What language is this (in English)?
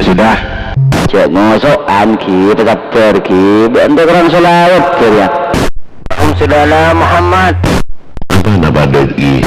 Madurese